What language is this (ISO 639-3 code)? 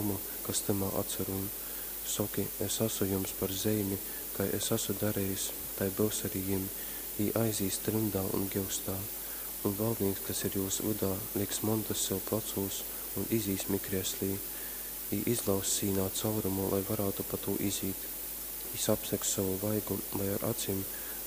ltg